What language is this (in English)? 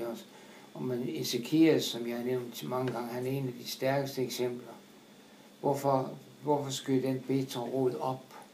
Danish